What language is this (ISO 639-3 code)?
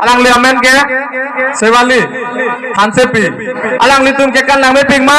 mjw